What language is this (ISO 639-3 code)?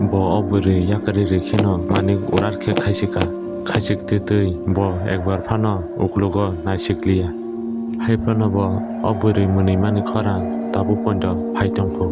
trp